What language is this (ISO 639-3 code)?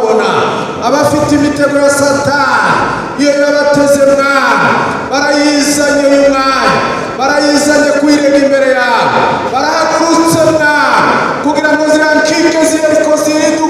run